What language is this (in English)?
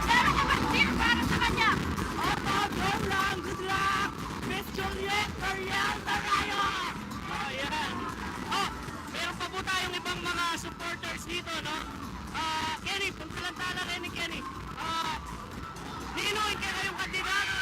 Pampanga